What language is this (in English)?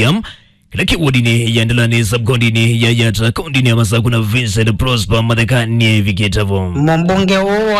Kamba